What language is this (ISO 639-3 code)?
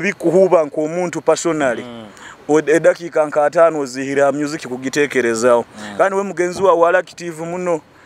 nyo